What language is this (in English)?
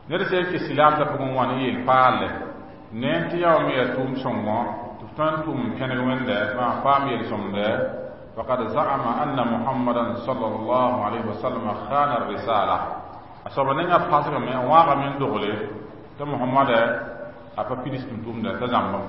Mossi